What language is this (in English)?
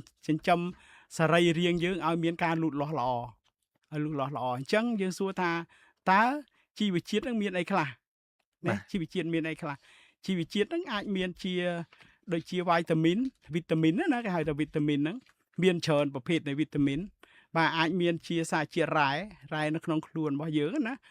Khmer